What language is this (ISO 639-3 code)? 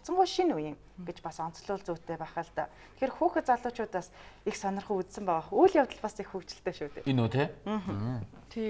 mon